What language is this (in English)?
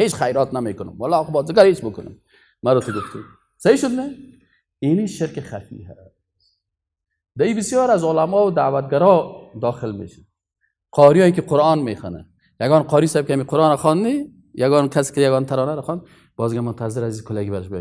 Persian